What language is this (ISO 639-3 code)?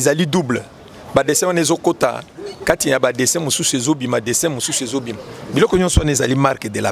lin